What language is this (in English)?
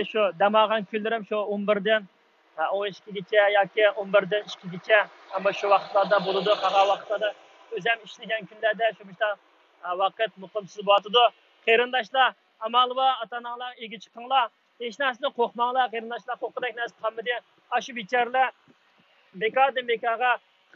Uyghur